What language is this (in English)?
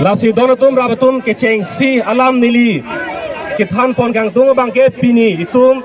Karbi